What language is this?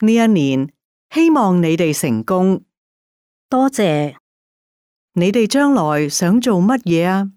Cantonese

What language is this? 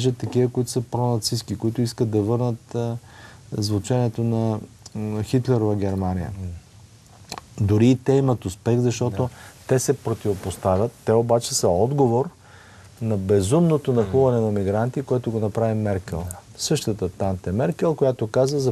Bulgarian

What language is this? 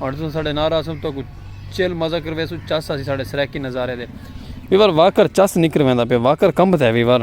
Saraiki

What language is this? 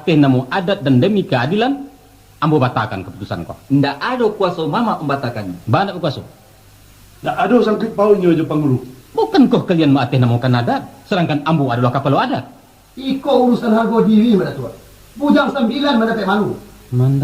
Minangkabau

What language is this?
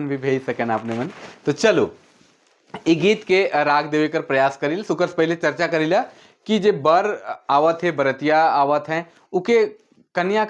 Sadri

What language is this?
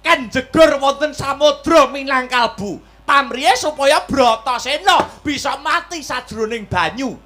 Javanese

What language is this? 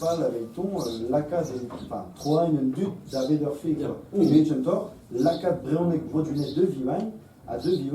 Breton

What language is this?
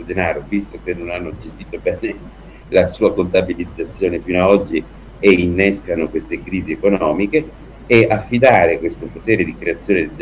Italian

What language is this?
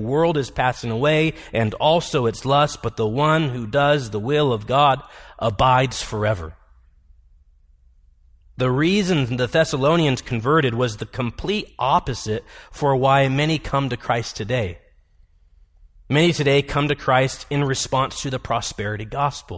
English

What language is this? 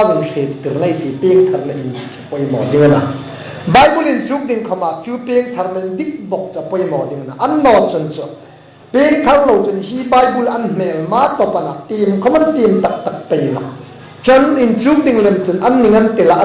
Hmar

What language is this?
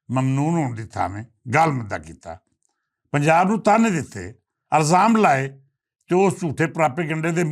Western Panjabi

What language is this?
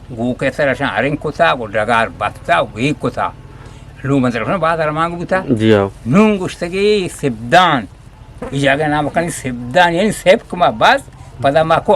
Eastern Balochi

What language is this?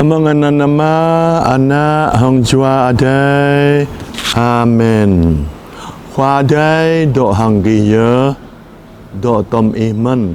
Jarai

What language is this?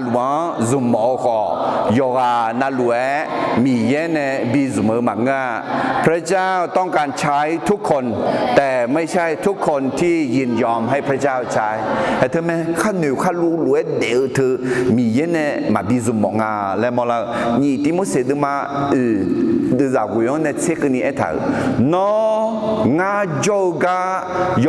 Akha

